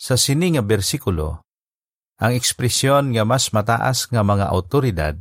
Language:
Hiligaynon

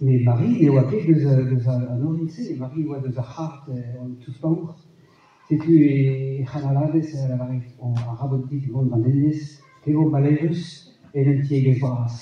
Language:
Breton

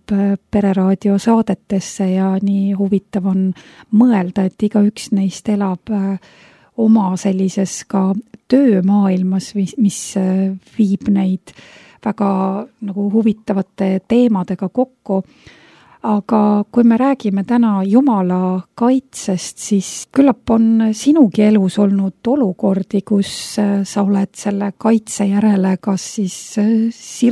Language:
Estonian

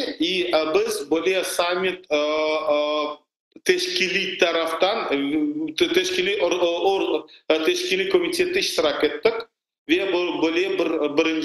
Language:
Crimean Tatar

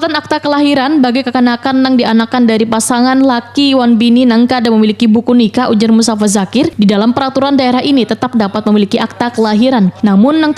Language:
Banjar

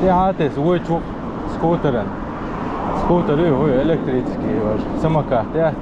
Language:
Chechen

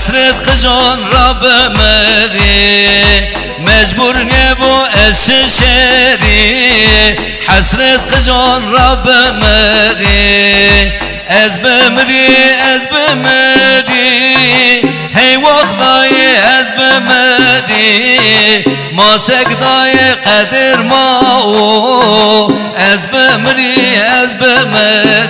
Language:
Zaza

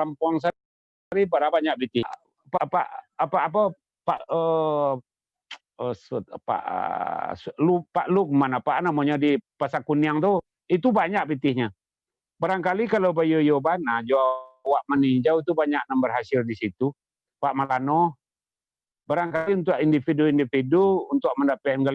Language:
Minangkabau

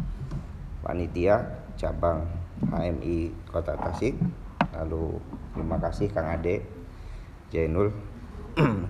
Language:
Indonesian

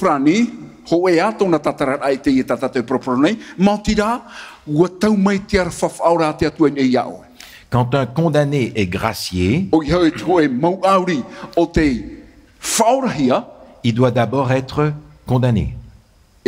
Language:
Tahitian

